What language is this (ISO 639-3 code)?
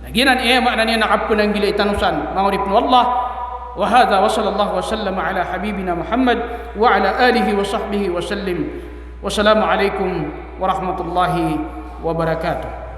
mrw